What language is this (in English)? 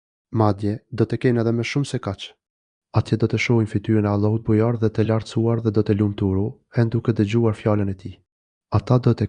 Albanian